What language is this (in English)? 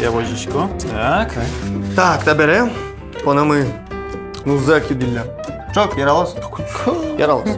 Udmurt